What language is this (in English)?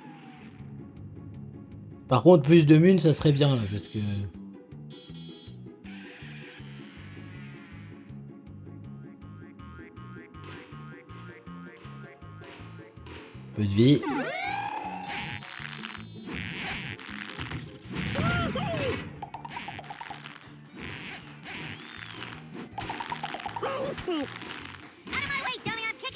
French